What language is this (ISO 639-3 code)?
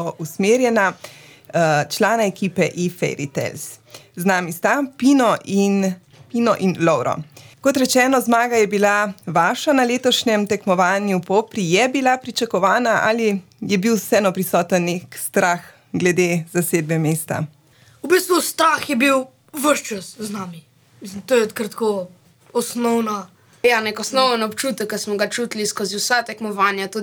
slv